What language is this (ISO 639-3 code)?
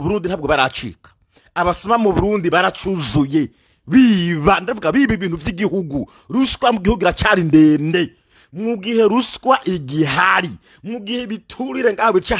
run